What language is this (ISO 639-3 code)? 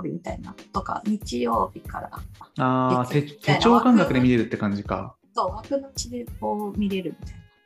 jpn